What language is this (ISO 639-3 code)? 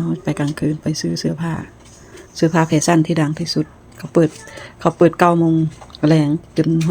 lao